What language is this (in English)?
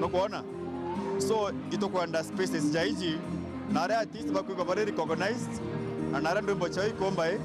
Meru